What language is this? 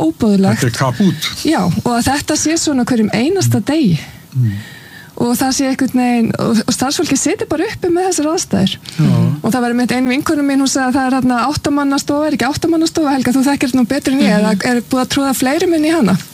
Icelandic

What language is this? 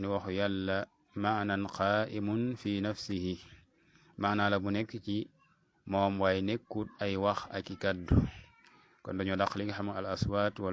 Wolof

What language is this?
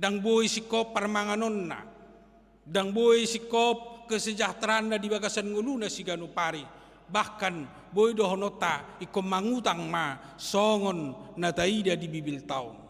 Batak Toba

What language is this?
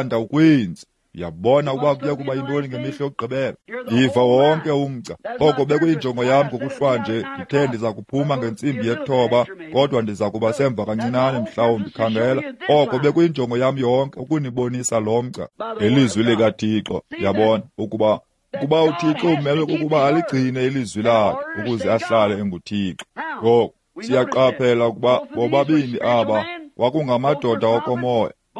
Xhosa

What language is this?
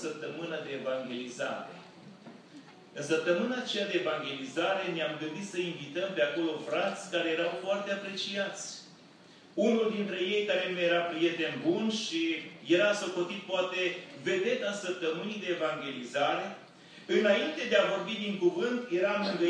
Romanian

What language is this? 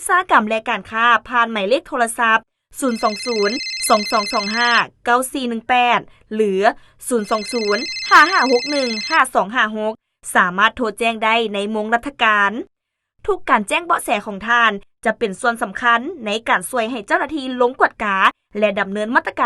Lao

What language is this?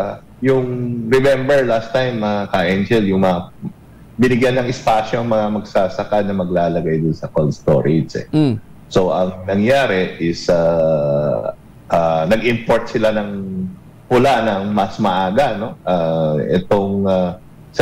Filipino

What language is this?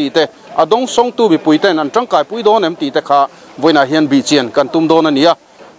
Mizo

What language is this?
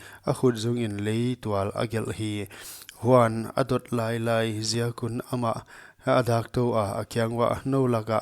Paite Chin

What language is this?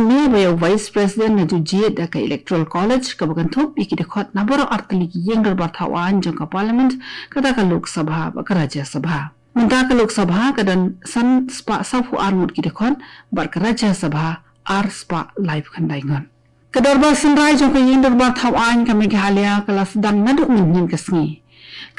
Khasi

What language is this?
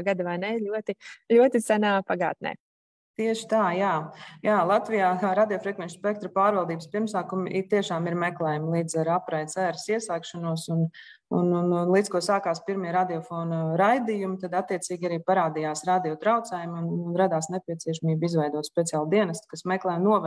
Latvian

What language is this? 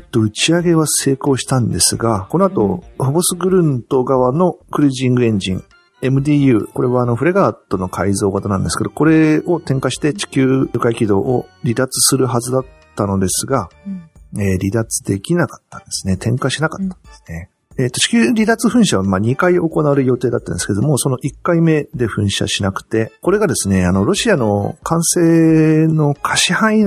Japanese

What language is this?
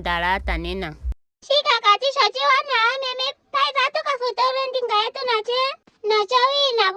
Ndonga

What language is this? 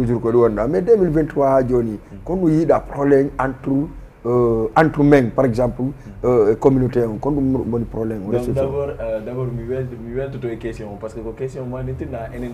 Fula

